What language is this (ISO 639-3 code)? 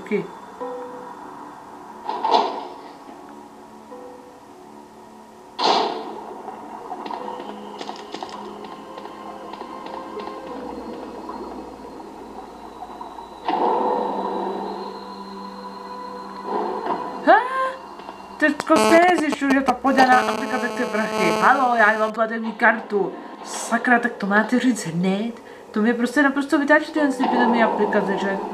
ces